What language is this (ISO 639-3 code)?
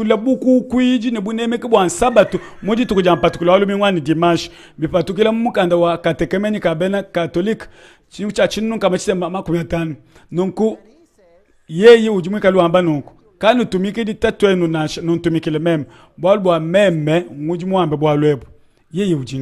lua